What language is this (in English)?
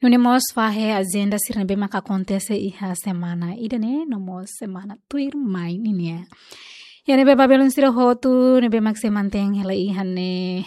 Tetum